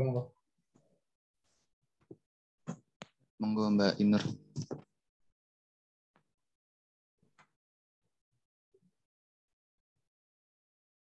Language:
Indonesian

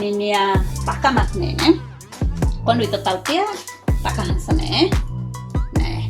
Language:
Tetum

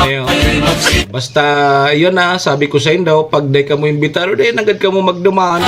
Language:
Bikol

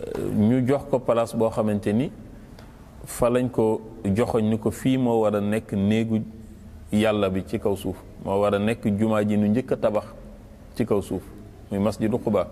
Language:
Wolof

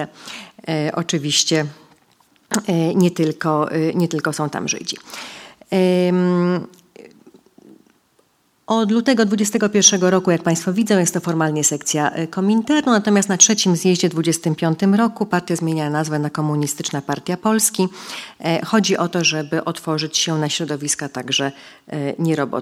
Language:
Polish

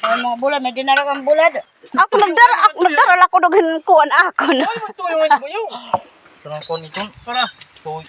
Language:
Waray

